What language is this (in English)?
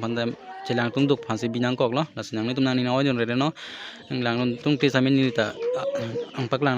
Karbi